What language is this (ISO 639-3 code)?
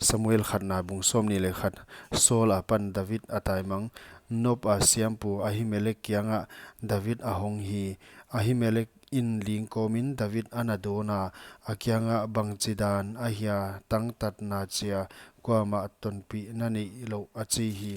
pck